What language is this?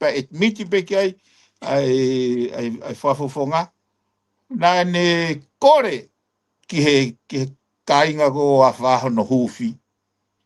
Tongan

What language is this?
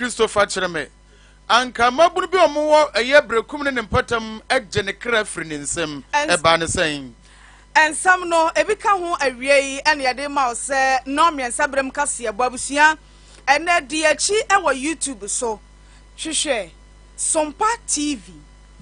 Akan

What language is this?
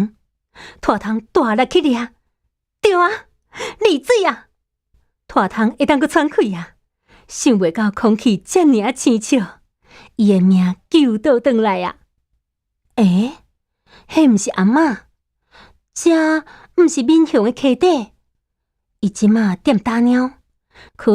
Min Nan Chinese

